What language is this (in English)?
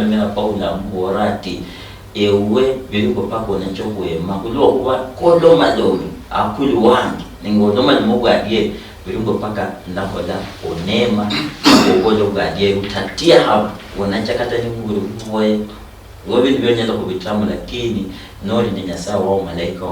Luyia